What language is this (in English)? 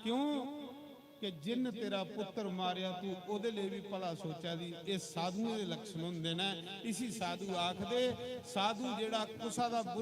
Dogri